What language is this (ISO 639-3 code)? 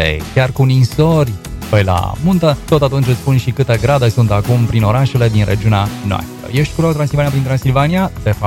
ron